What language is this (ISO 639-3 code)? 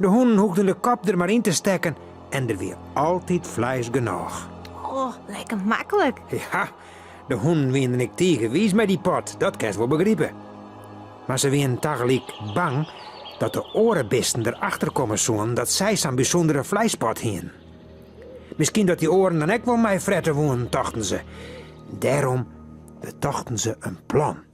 fry